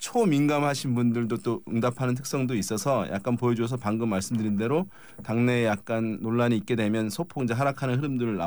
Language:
Korean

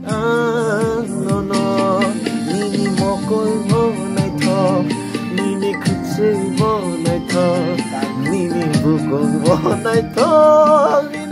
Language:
Kok Borok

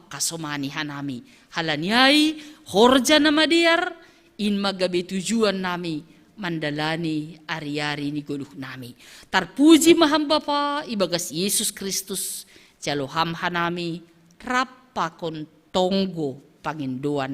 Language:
Batak Simalungun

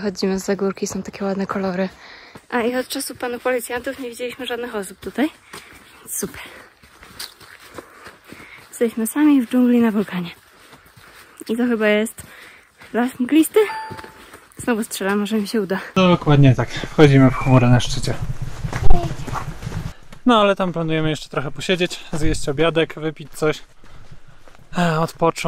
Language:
Polish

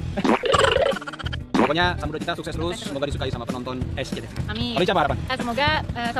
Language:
Indonesian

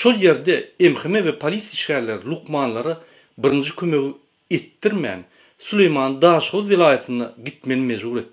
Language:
Turkmen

